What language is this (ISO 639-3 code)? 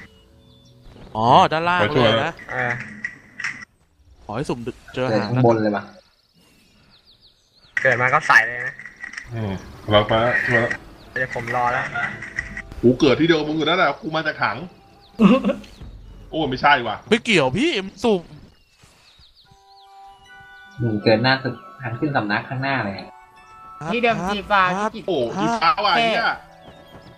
tha